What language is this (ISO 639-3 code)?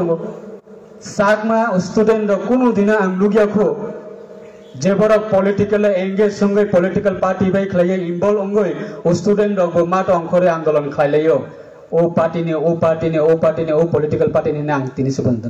ria